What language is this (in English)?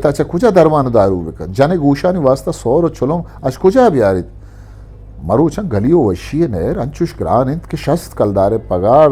Eastern Balochi